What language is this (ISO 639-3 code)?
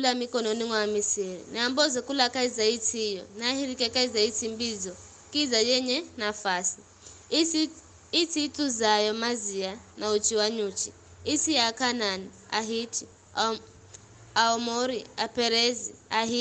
nyf